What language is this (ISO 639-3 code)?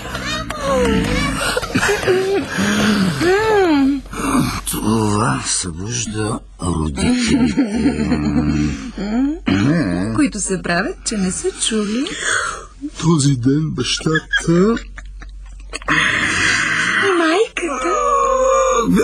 bul